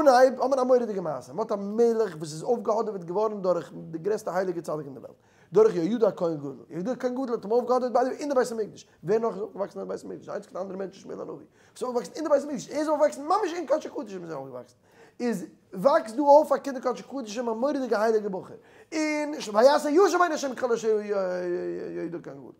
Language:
Yiddish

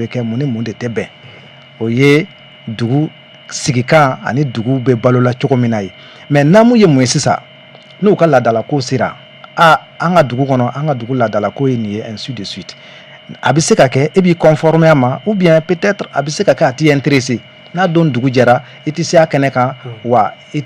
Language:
Bambara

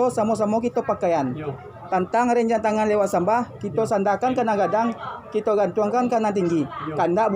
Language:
Minangkabau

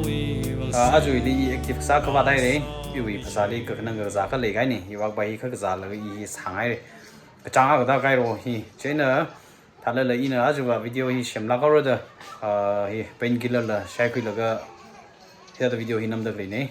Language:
Tangkhul Naga (India)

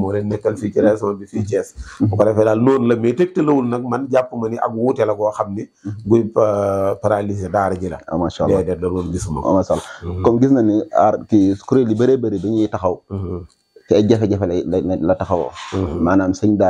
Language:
Wolof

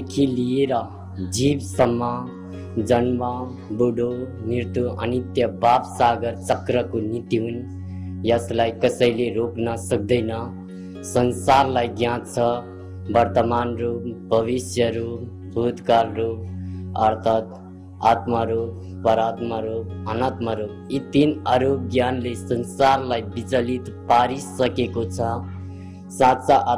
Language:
Nepali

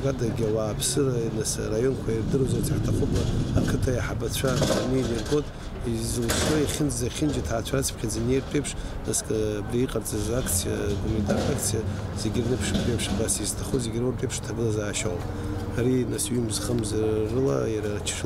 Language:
Abkhazian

